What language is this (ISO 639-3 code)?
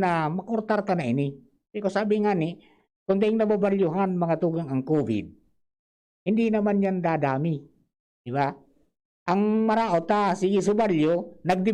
bik